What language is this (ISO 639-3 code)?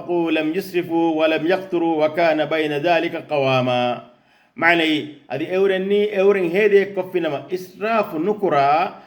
div